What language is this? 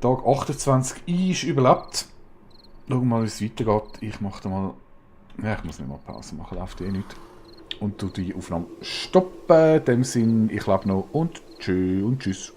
Swiss German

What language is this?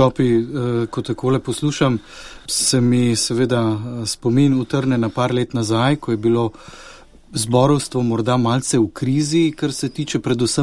Slovenian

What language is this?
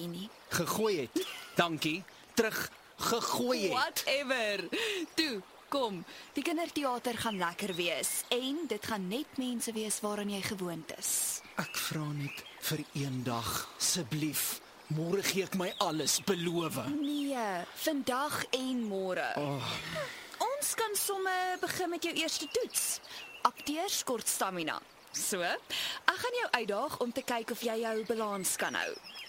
Afrikaans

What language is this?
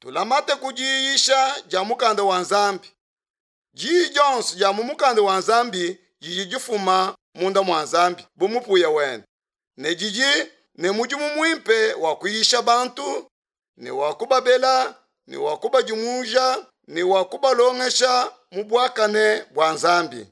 Luba-Lulua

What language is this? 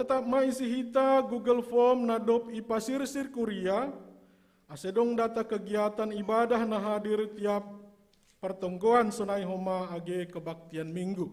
Batak Simalungun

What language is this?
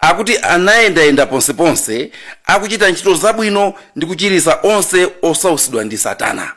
Nyanja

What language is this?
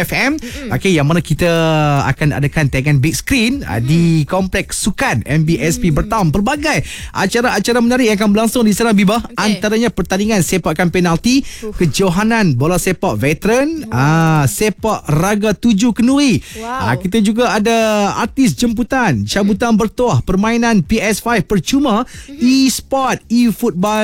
Malay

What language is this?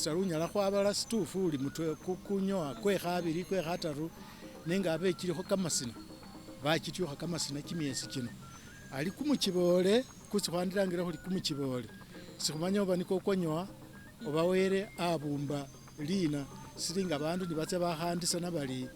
Masaaba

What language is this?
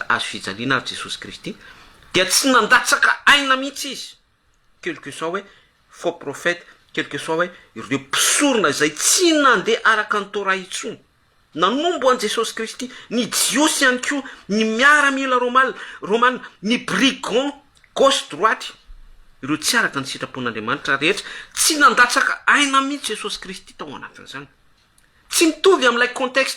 Malagasy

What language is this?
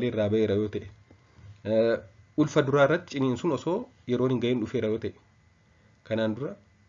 Oromo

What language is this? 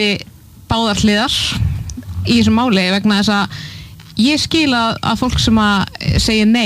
Icelandic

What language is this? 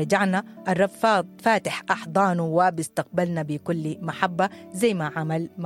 Sudanese Arabic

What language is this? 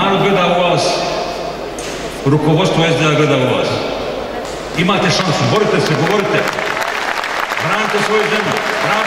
Bosnian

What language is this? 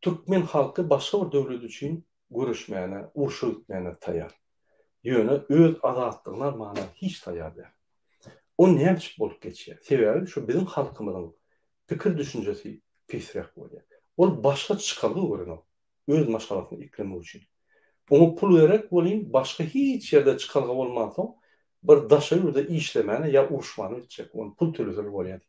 Turkmen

